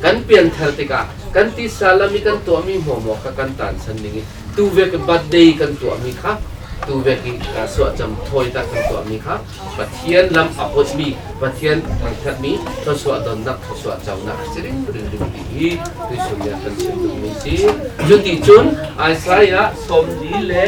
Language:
Falam Chin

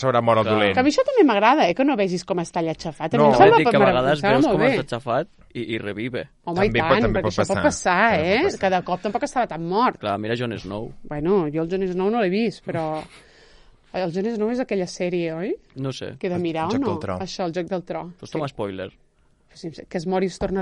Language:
Catalan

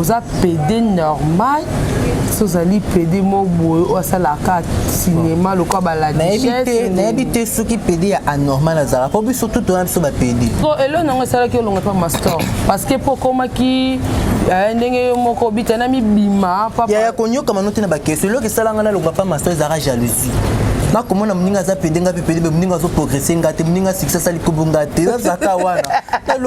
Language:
Lingala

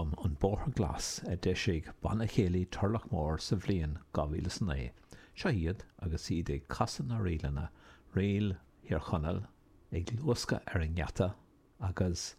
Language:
Irish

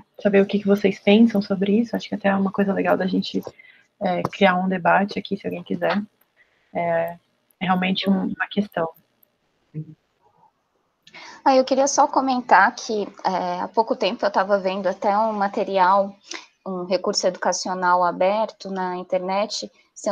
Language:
Portuguese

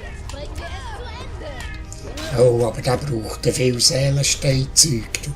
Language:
Swiss German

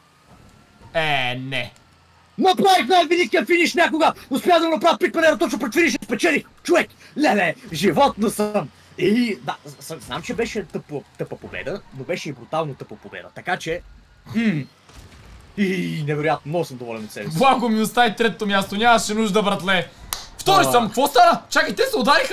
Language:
Bulgarian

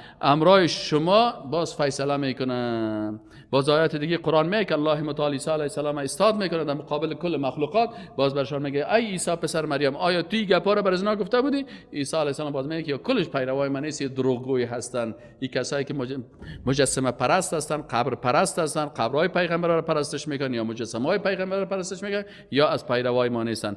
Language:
Persian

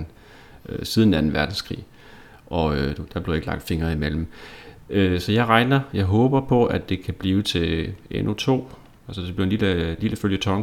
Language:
Danish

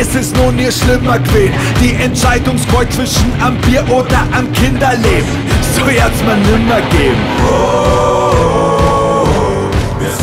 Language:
Bavarian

